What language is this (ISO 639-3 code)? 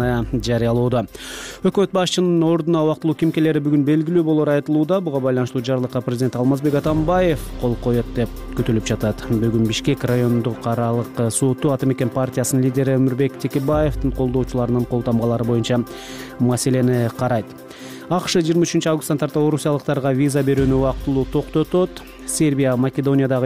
kir